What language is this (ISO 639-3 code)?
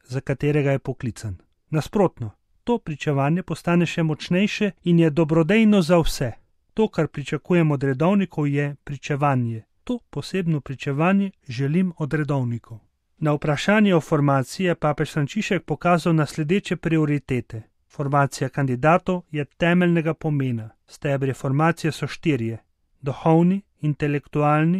slv